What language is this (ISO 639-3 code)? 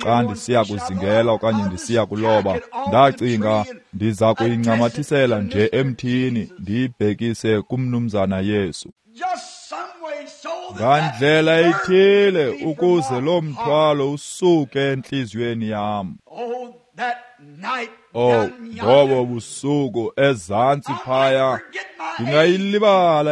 xho